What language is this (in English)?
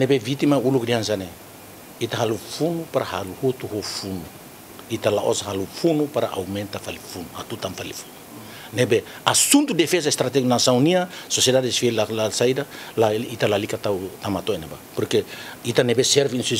Tetum